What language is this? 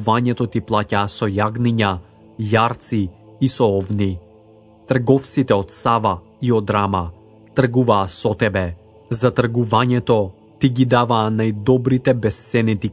Macedonian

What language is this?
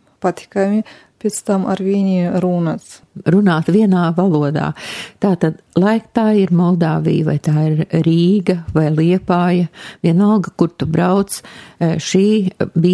Latvian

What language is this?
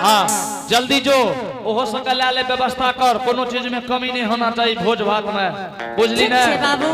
Angika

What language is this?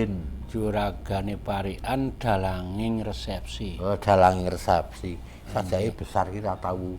Javanese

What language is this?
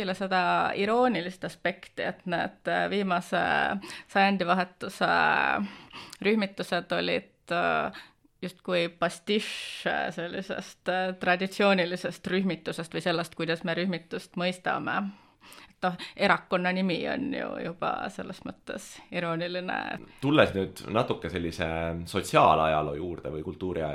Estonian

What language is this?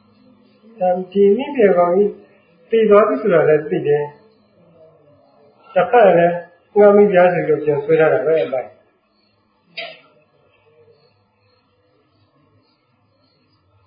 Burmese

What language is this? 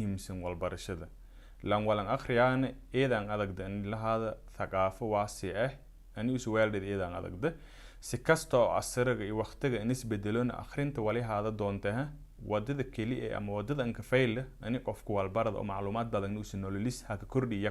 Somali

